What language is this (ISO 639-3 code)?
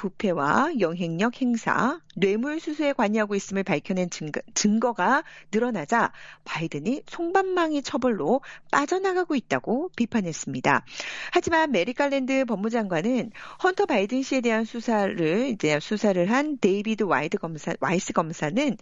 kor